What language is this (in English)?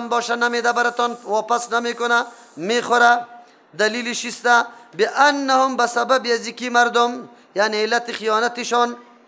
Persian